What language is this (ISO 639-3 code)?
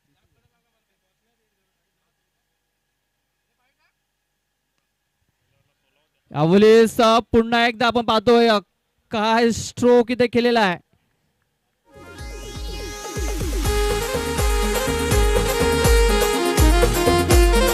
mar